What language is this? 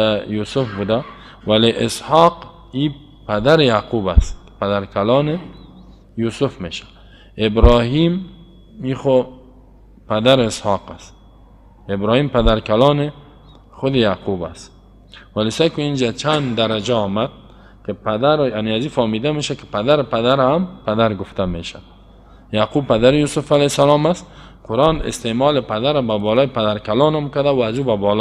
Persian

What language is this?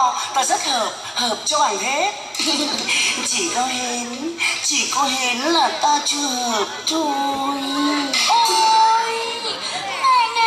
Vietnamese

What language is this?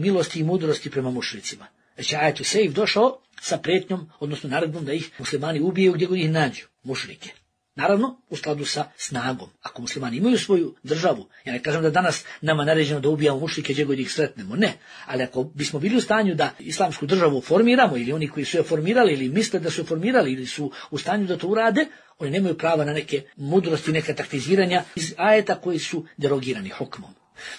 Bosnian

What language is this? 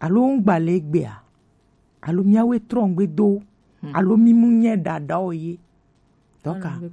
Gen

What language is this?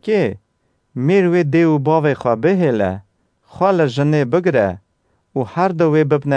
Kurdish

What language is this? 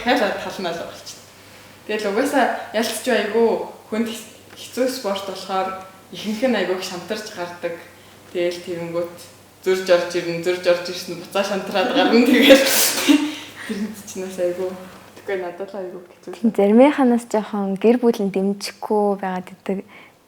Mongolian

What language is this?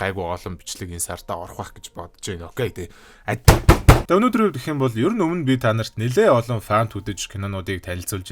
Mongolian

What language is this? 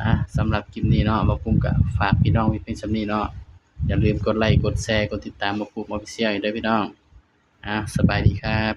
Northeastern Thai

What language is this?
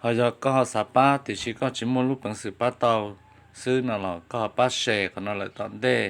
Hmong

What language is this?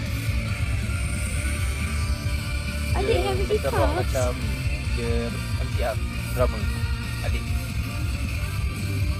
Malay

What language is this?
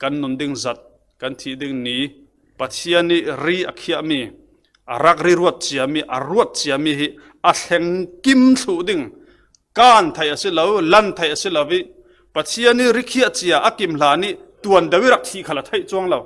Falam Chin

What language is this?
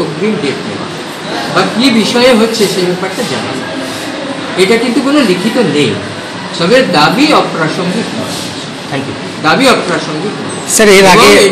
Bangla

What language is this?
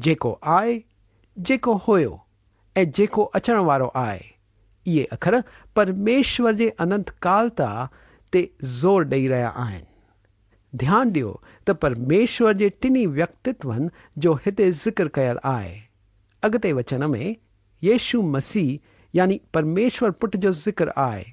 Sindhi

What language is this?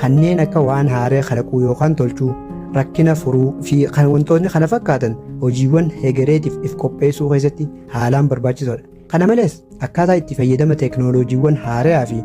Oromo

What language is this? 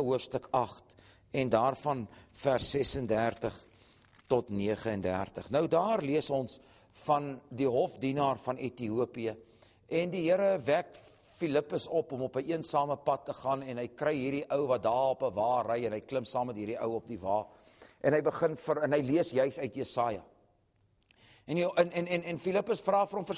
Afrikaans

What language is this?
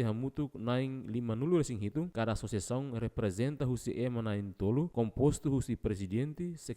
Tetum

